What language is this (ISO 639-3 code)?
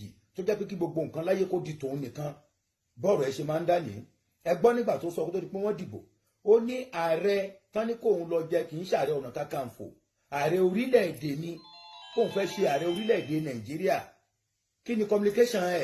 yor